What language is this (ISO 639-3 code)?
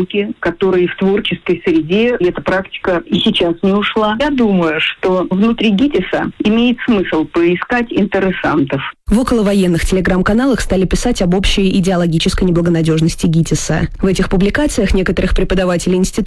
rus